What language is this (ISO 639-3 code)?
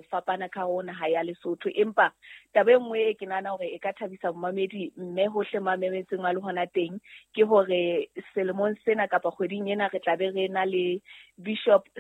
sot